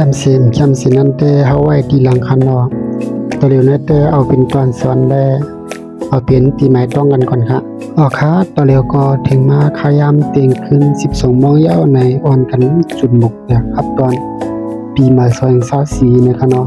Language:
Shan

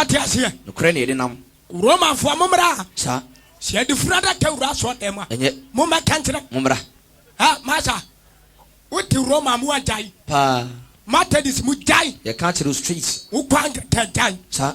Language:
Akan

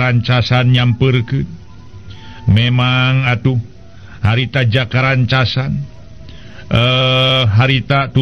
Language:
Sundanese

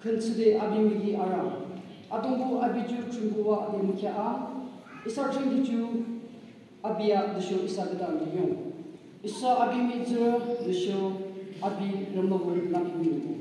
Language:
Yimchungru Naga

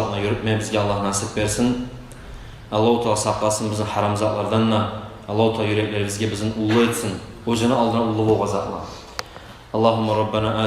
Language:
Kumyk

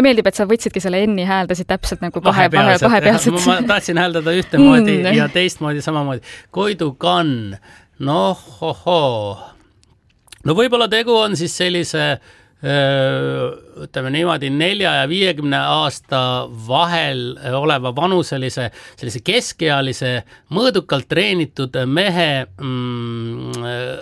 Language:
Estonian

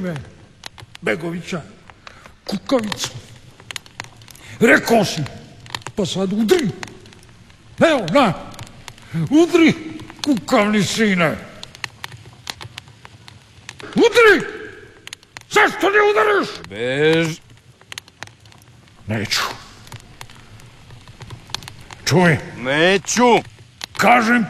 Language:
Croatian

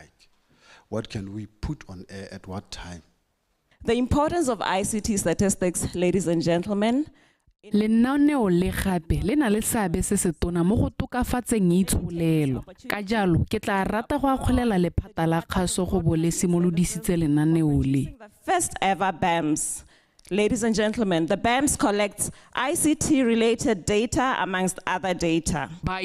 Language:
Tswana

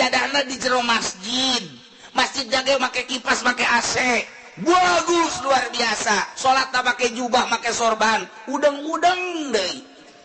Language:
Sundanese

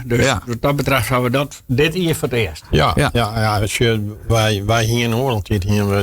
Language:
Western Frisian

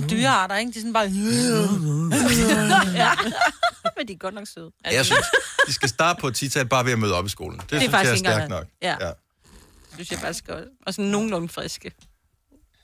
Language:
Danish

